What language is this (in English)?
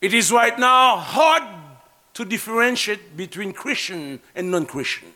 Haitian Creole